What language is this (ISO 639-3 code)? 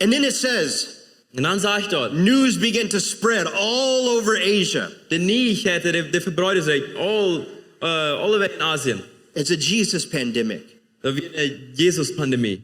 pdt